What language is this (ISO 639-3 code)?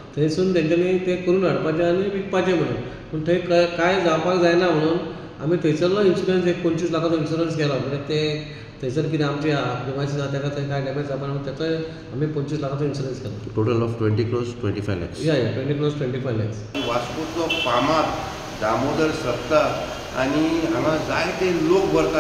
kok